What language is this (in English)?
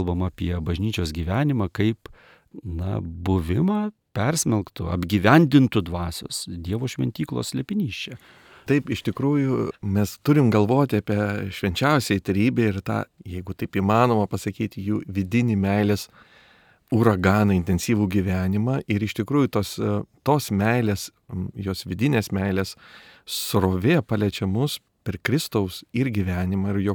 Lithuanian